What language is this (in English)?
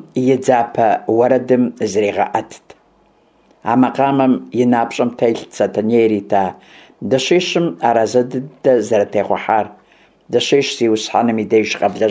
Kabardian